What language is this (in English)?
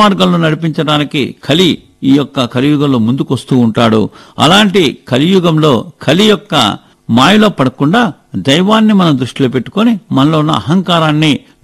Telugu